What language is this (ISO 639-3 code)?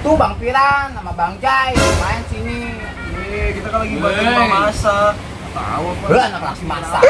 bew